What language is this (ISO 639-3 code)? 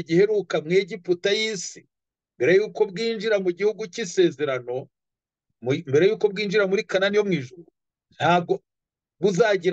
kin